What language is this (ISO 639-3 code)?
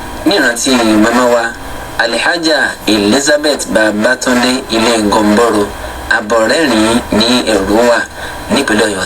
yor